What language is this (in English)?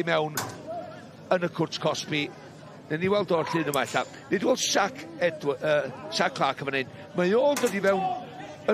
Welsh